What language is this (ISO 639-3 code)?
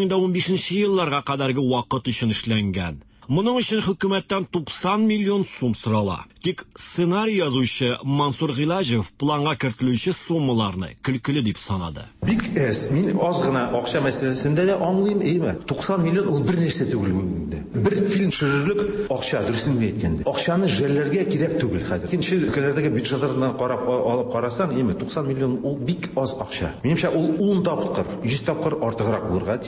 tat